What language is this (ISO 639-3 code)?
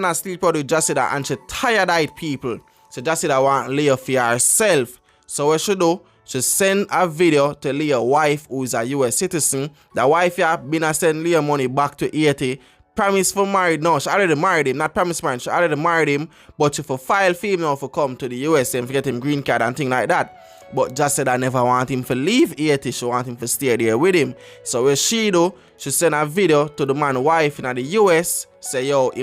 jam